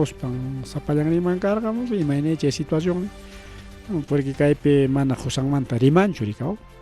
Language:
Ayacucho Quechua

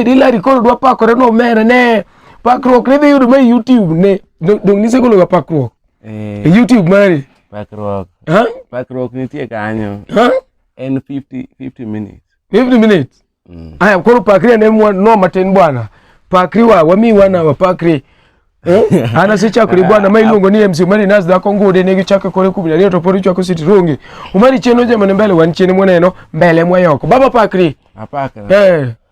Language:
Luo (Kenya and Tanzania)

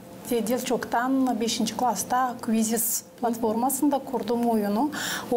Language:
Gagauz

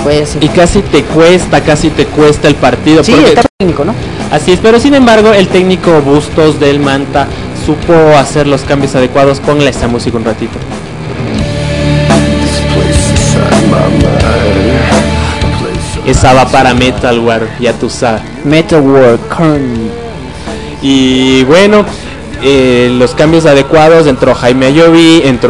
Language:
Spanish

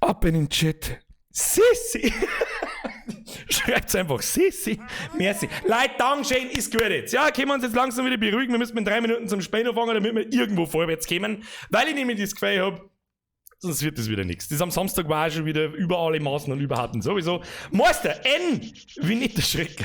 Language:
Bavarian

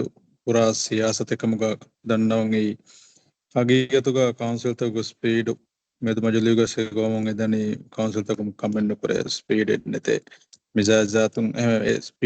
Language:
Divehi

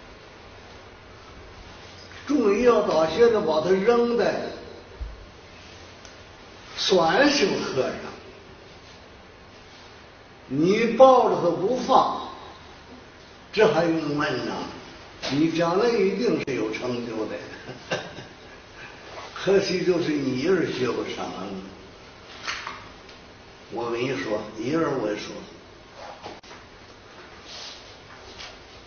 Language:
Chinese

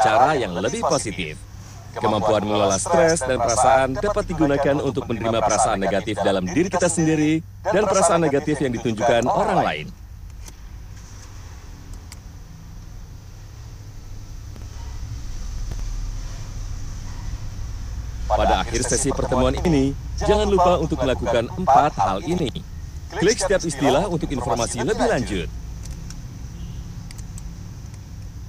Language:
Indonesian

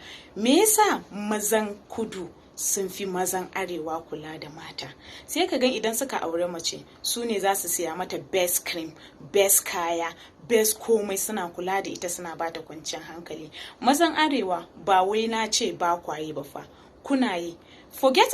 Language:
Hausa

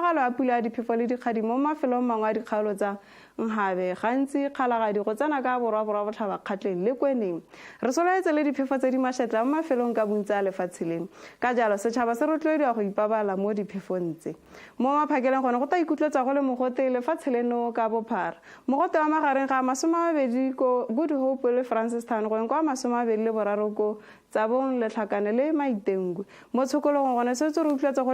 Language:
Tswana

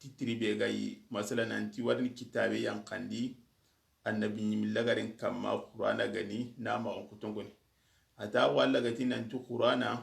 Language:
Soninke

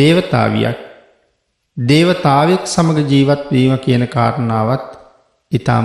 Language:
Sinhala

